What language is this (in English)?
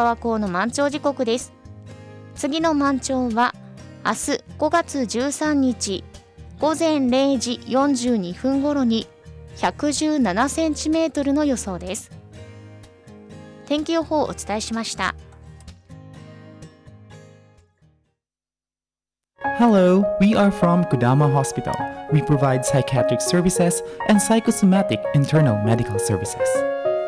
Japanese